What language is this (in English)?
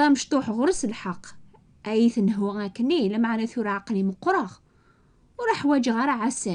Kabyle